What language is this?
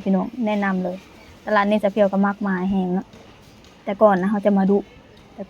Lao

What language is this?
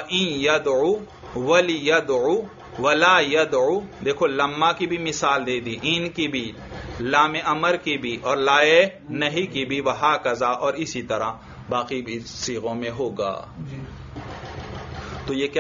Urdu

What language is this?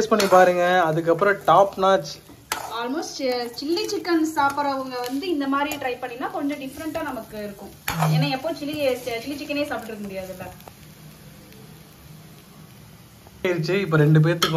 Tamil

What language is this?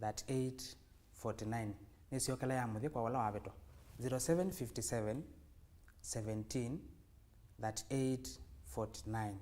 Kamba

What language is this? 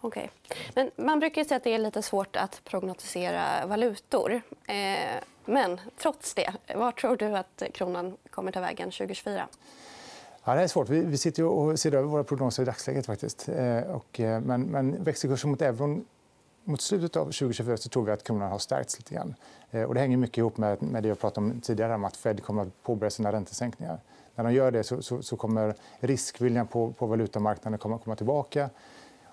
Swedish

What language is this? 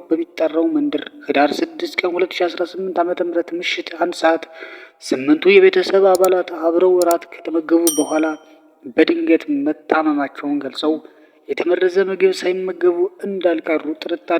Amharic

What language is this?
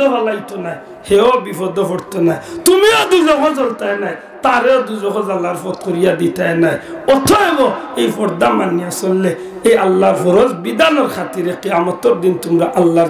Sylheti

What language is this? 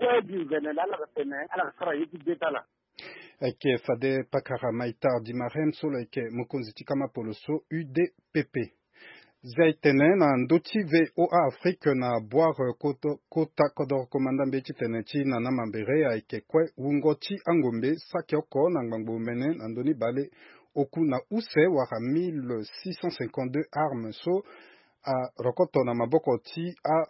Sango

